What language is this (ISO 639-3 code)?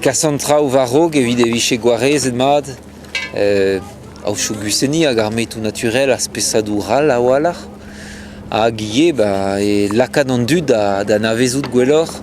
bre